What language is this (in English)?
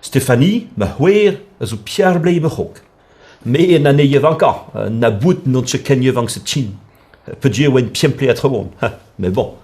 Breton